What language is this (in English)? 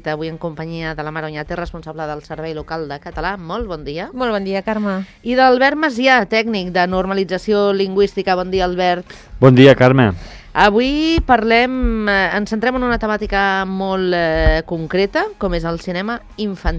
Catalan